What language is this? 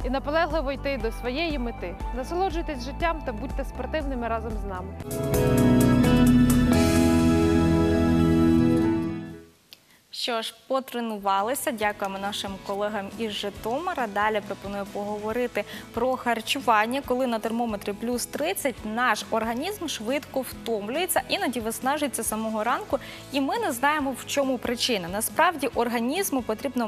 Ukrainian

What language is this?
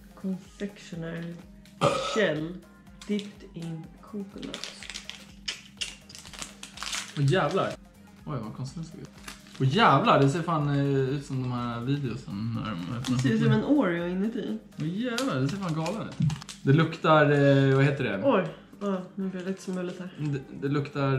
Swedish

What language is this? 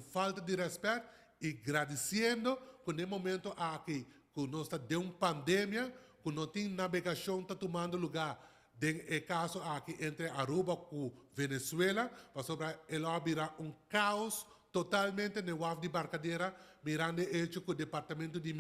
Papiamento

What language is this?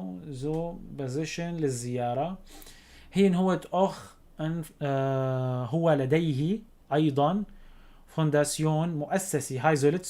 North Levantine Arabic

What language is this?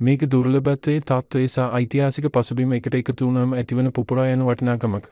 Sinhala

